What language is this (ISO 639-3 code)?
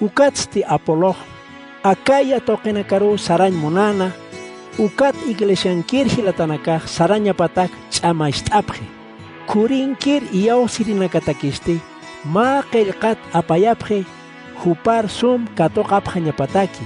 aym